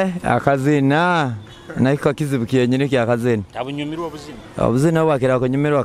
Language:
Nyoro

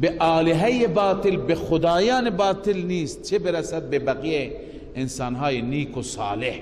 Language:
Persian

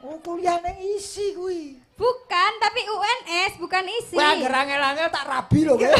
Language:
Javanese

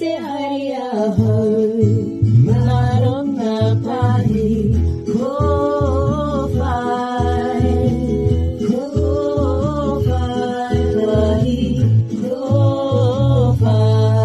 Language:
Māori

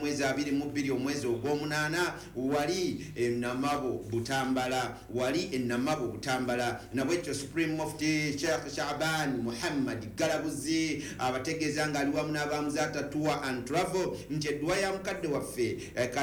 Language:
Ganda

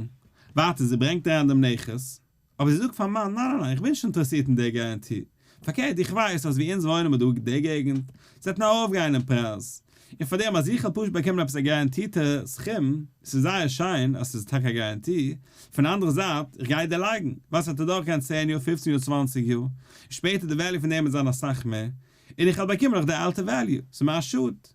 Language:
Yiddish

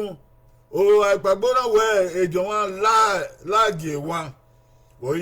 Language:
Bini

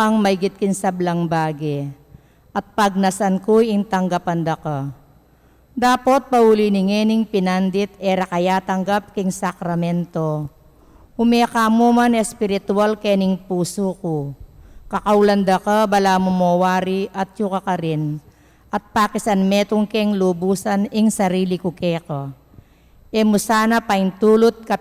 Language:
Pampanga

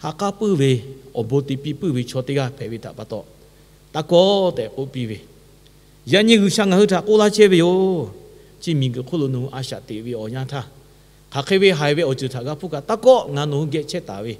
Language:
Lahu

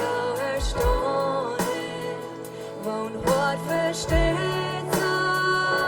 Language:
Plautdietsch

